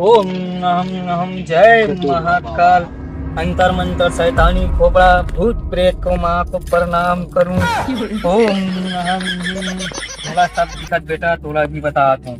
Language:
Chhattisgarhi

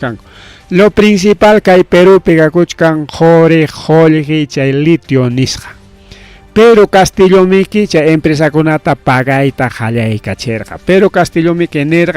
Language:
Ayacucho Quechua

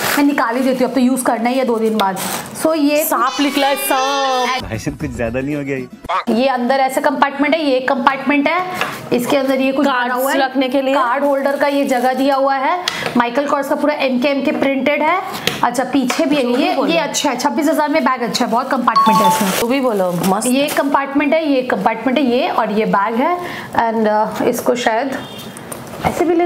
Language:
Hindi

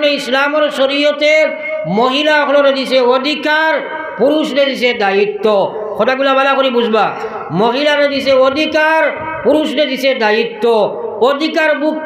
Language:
Sylheti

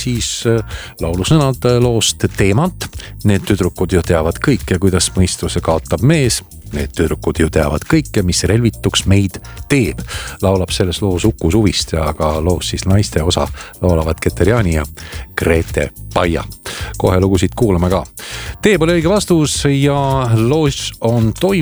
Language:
Estonian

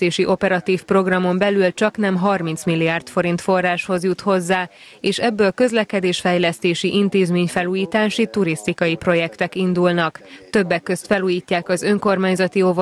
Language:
Hungarian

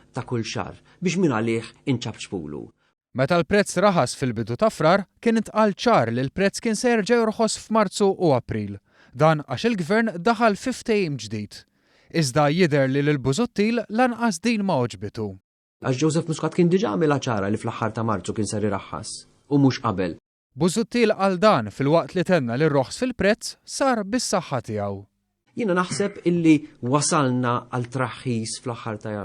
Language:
Maltese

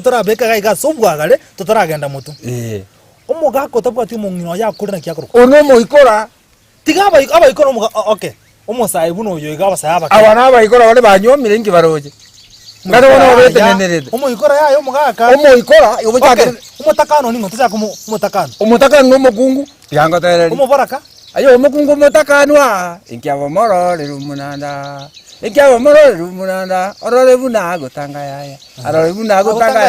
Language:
Gusii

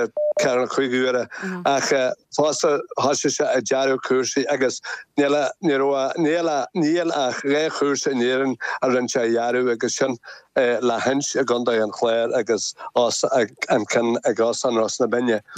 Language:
Irish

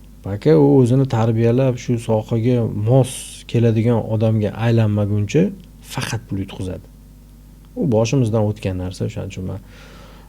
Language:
Uzbek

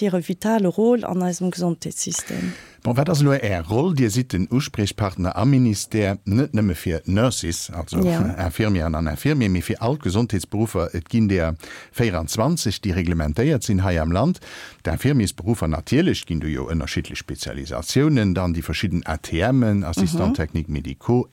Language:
Luxembourgish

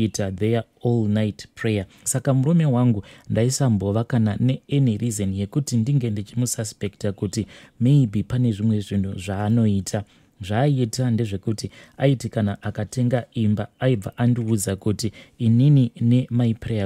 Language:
Shona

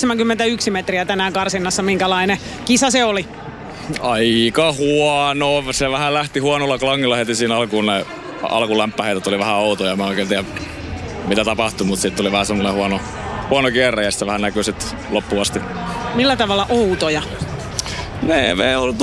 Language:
Finnish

